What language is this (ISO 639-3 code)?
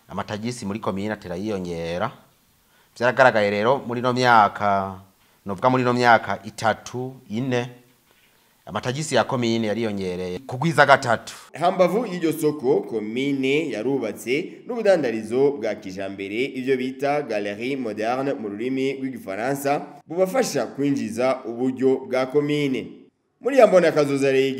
run